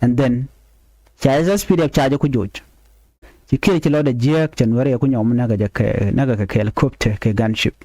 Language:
Nuer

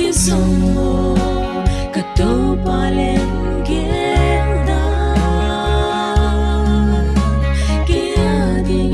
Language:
Paite Chin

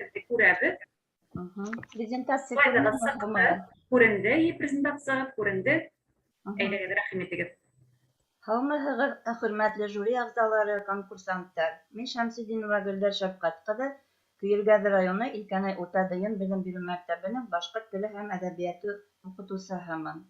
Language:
Bashkir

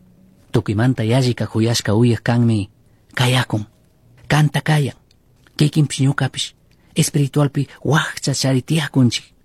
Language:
Chimborazo Highland Quichua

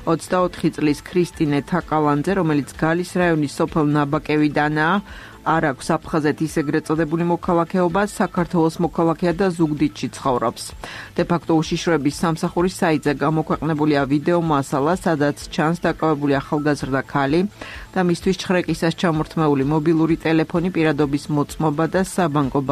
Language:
Georgian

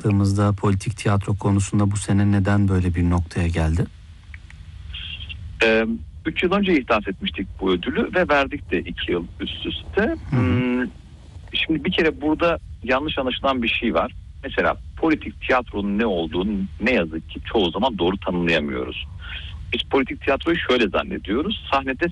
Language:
Turkish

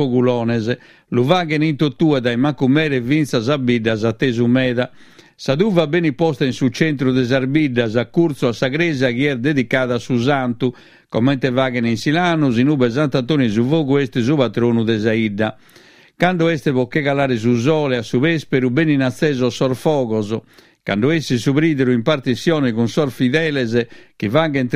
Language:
Sardinian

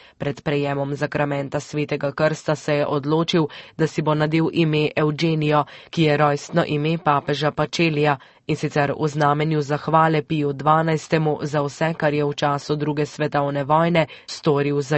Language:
Slovenian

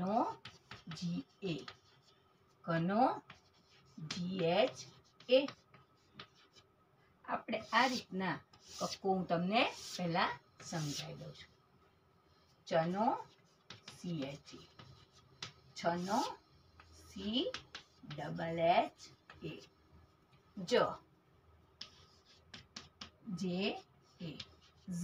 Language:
Gujarati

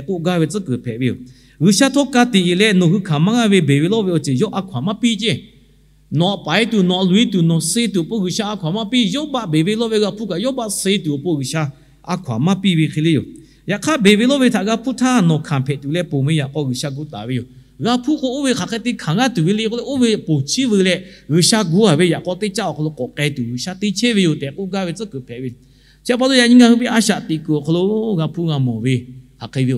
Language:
Lahu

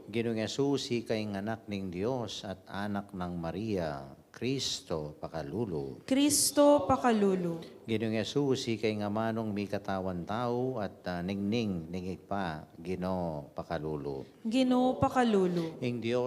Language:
Pampanga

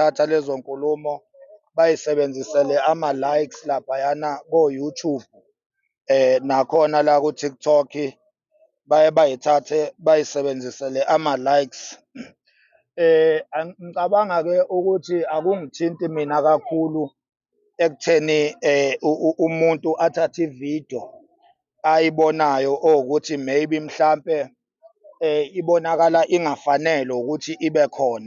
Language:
Zulu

